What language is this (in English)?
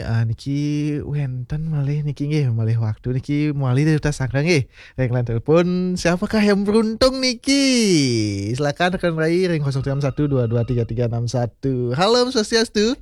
Balinese